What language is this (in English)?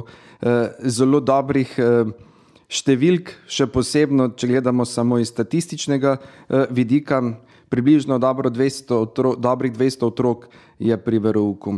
Slovenian